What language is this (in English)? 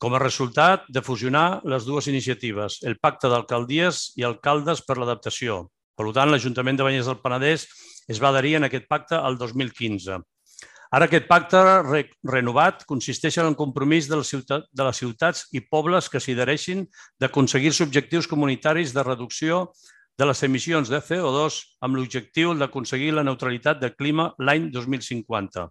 Catalan